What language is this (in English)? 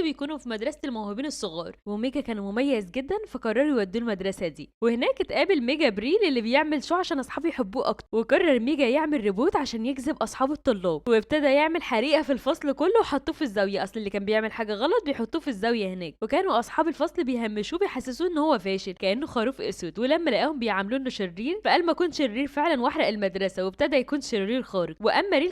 Egyptian Arabic